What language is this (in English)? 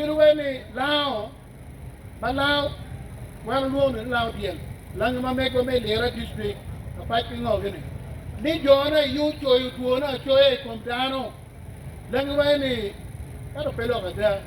Acoli